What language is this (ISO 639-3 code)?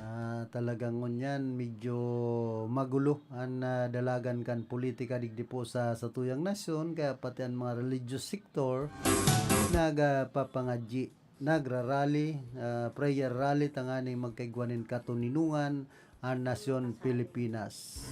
bik